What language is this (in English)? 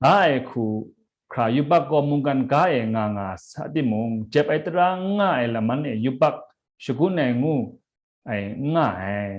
Kachin